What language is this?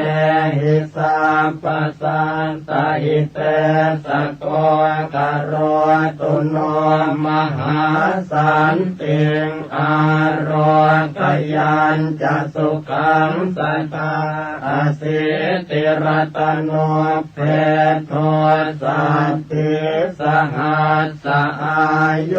Pali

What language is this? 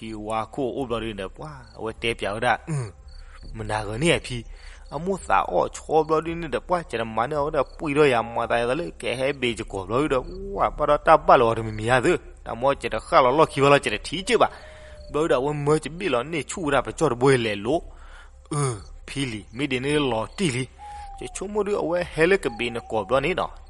S'gaw Karen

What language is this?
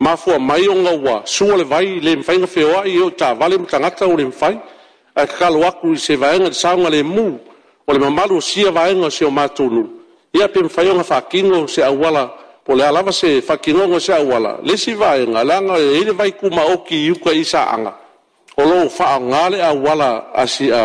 Samoan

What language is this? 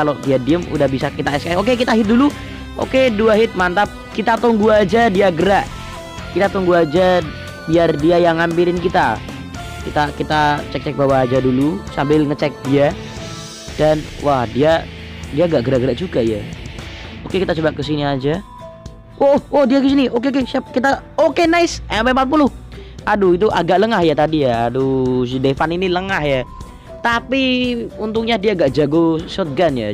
Indonesian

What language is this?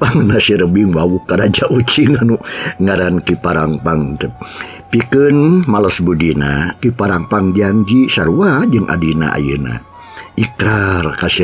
Sundanese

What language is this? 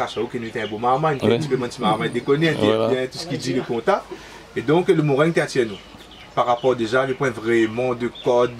Réunion Creole French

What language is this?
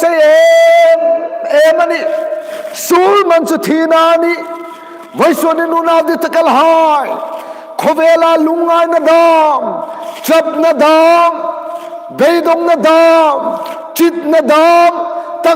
Hmar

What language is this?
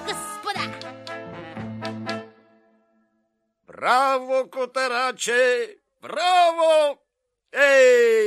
Bulgarian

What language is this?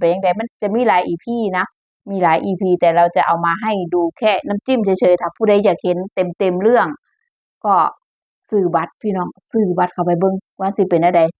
Lao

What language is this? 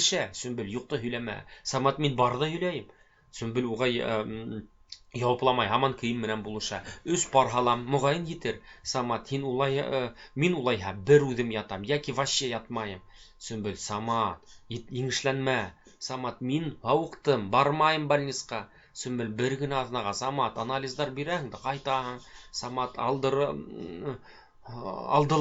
Bashkir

